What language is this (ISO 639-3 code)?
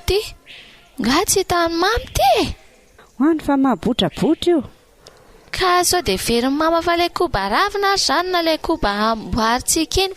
mlg